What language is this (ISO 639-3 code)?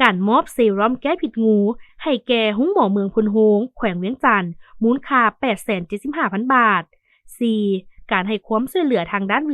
lao